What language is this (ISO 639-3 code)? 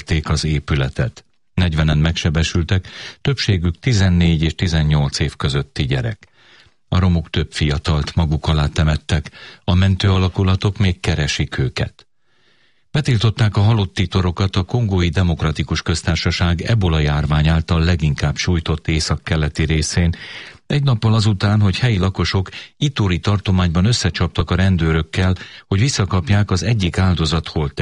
hun